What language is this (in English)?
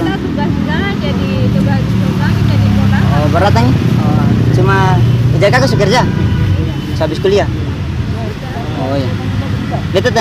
Ambonese Malay